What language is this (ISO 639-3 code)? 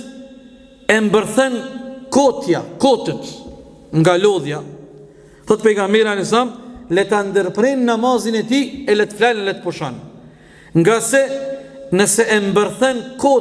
sqi